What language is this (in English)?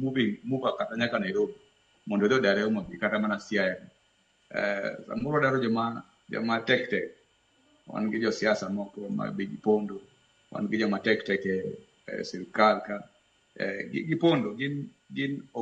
Luo (Kenya and Tanzania)